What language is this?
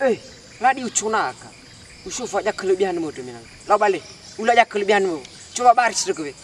Nias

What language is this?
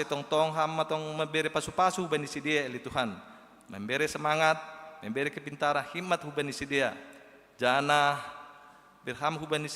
Batak Simalungun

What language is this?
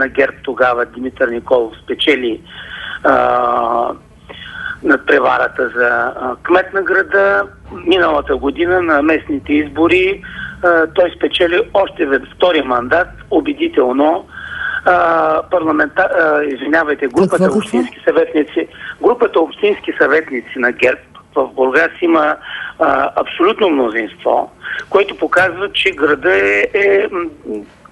Bulgarian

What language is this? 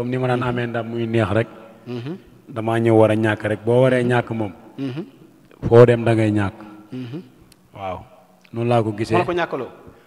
Wolof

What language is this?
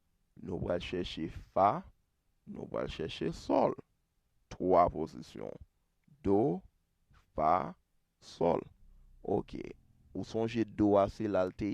Haitian Creole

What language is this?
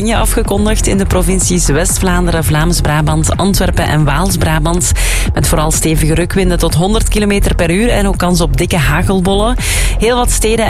Dutch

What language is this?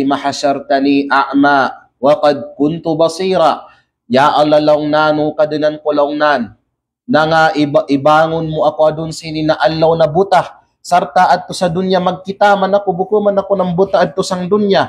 Kalagan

